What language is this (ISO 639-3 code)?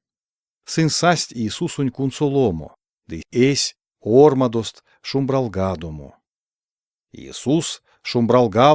myv